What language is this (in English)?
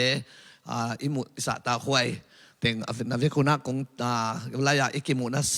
Tedim Chin